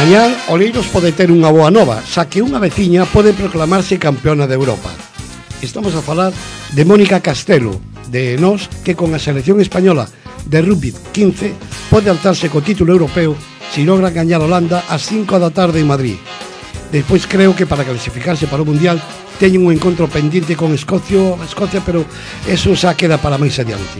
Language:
Galician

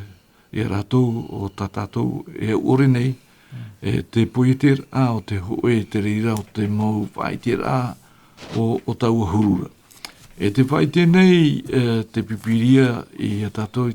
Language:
Tahitian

